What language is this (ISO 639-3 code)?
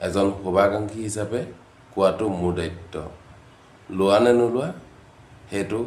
asm